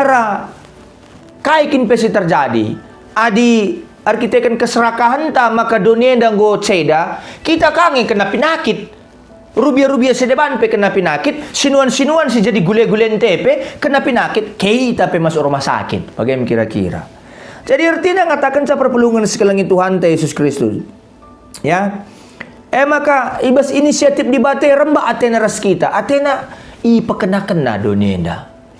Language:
Batak Karo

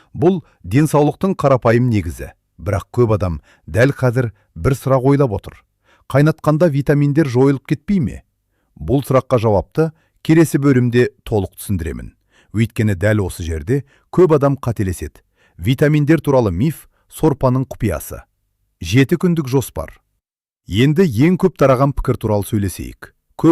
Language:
Kazakh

